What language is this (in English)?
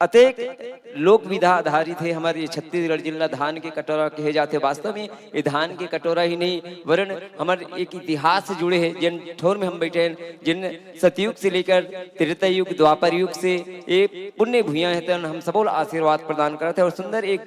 Chhattisgarhi